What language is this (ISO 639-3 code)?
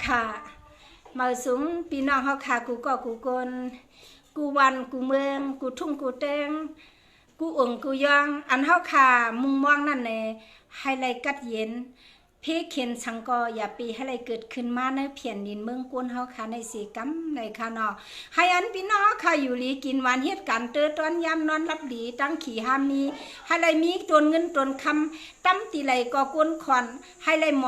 shn